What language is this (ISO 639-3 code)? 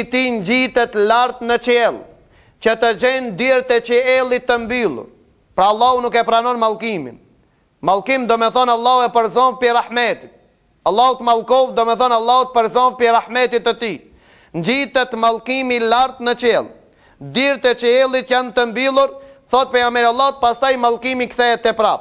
sqi